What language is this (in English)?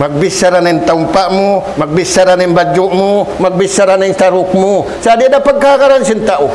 Tausug